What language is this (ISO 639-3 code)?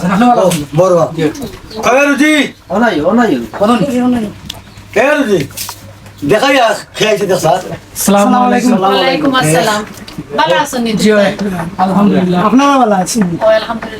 syl